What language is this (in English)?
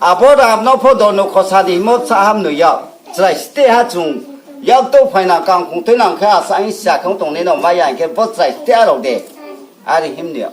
Riang (India)